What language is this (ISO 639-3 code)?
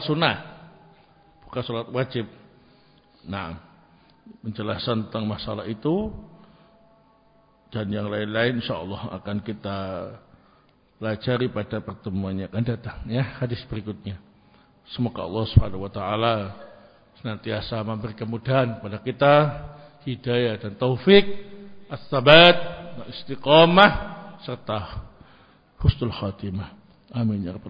ind